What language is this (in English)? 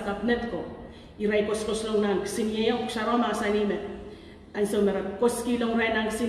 Pohnpeian